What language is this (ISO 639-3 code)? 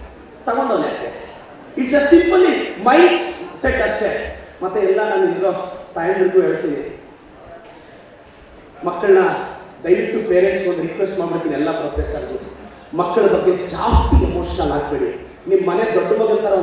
kan